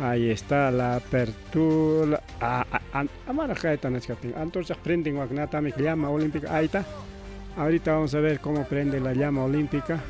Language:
Ayacucho Quechua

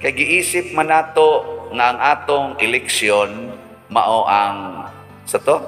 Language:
Cebuano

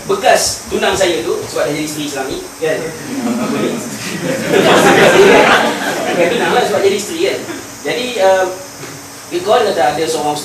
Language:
Malay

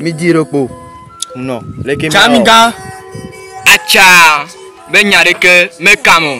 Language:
Ewe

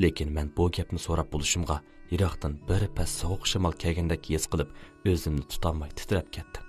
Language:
Uyghur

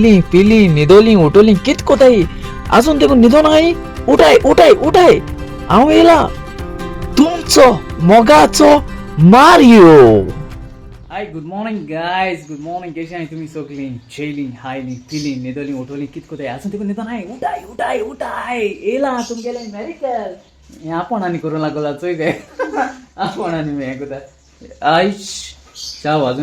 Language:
Konkani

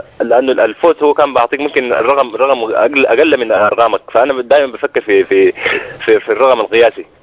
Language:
Sudanese Arabic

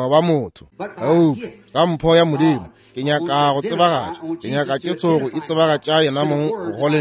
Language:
Northern Sotho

